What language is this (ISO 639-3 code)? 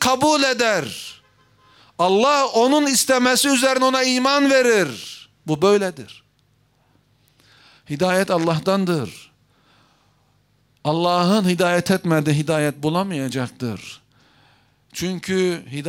tur